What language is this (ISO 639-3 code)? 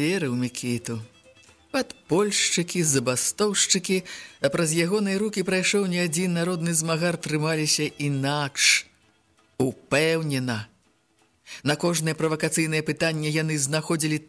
bel